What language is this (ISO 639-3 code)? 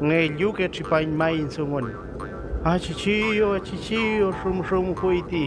arn